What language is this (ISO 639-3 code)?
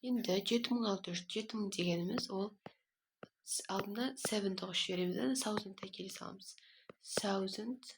kaz